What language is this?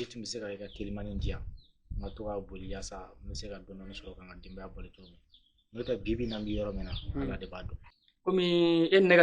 Bambara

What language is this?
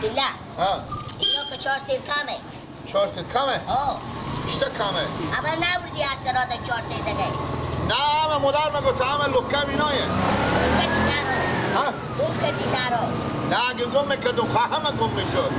Persian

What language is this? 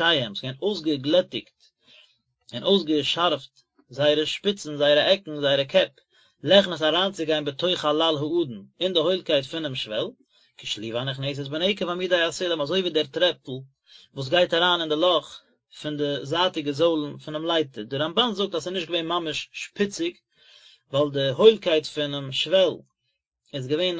Yiddish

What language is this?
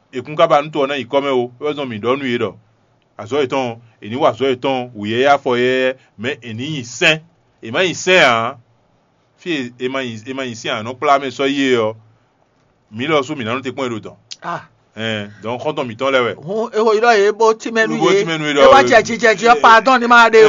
Fon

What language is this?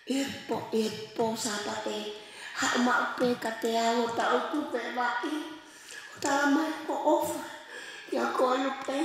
Tongan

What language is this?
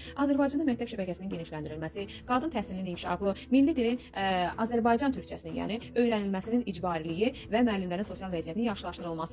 Azerbaijani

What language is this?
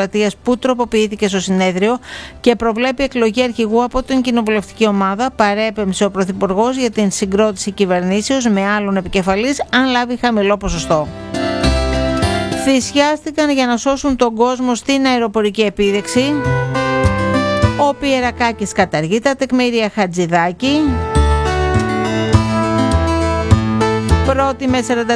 Greek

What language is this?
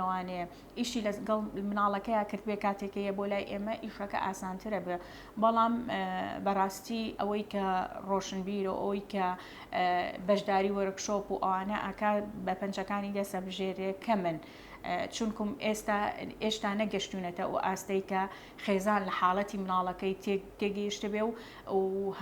Central Kurdish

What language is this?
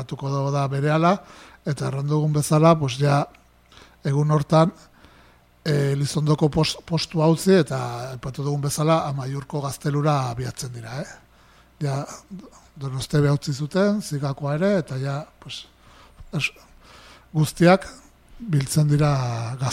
Basque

